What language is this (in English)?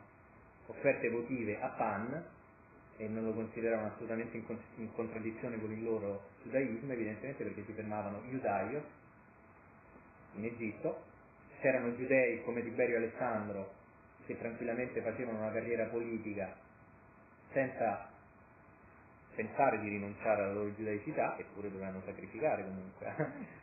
Italian